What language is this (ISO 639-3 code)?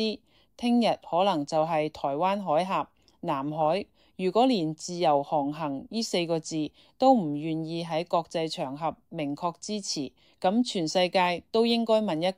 yue